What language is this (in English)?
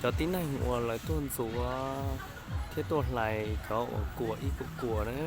Hmong